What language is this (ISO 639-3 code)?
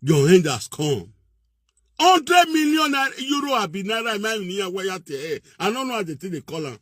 pcm